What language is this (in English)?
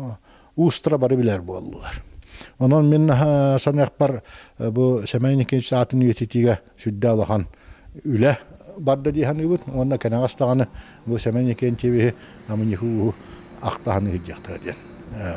Yakut